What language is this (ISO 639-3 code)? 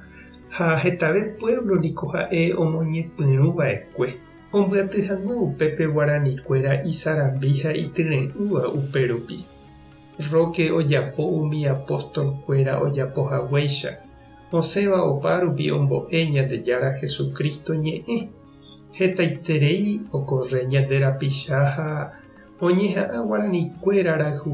grn